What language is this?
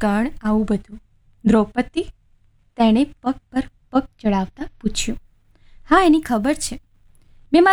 Gujarati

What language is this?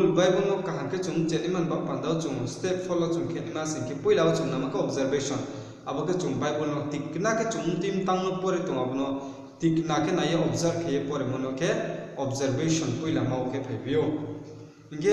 Riang (India)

